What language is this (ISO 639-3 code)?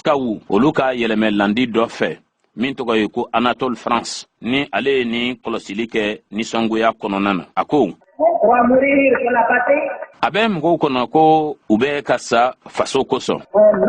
bam